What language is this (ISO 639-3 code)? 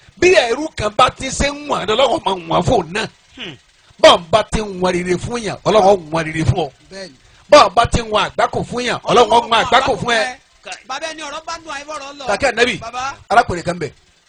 yor